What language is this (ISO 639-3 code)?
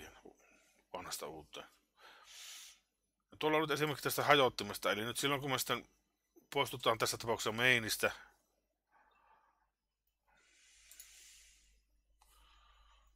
fin